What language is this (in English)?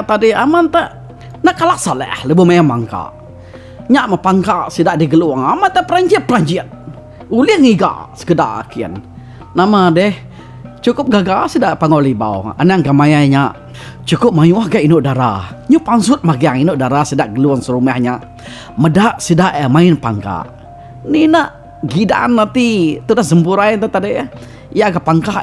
Iban